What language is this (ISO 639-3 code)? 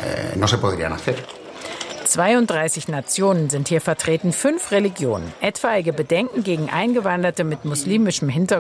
deu